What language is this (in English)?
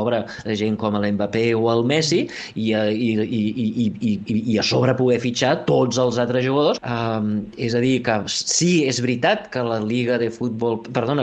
Catalan